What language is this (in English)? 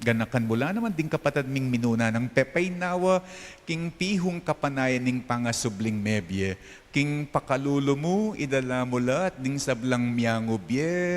Pampanga